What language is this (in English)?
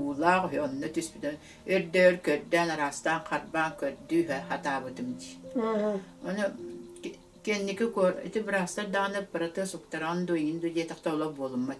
Yakut